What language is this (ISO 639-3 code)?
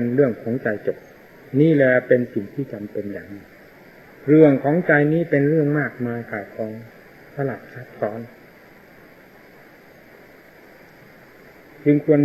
tha